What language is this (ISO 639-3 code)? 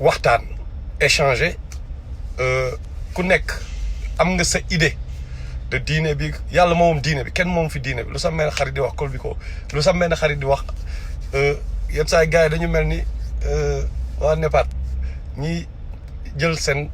wol